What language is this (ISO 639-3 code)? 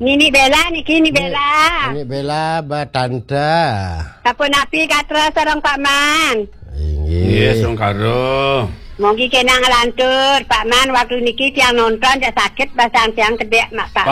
ban